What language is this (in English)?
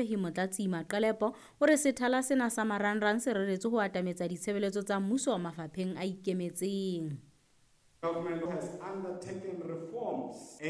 Southern Sotho